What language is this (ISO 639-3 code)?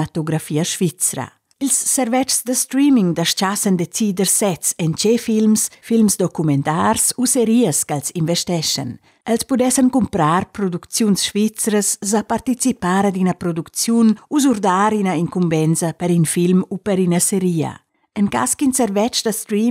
roh